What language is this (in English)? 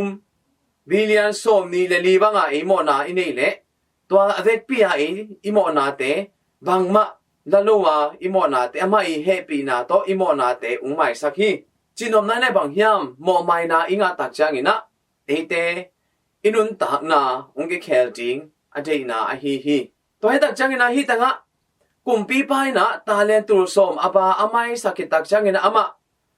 Tedim Chin